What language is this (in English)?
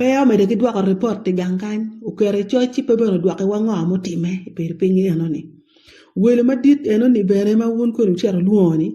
Acoli